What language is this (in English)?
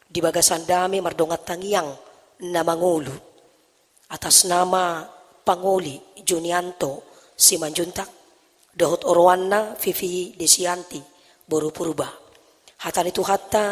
Batak Toba